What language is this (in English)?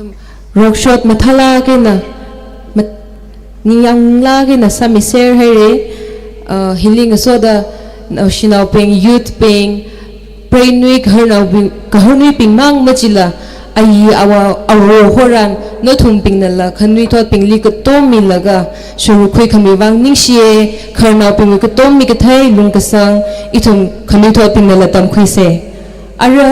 Tangkhul Naga (India)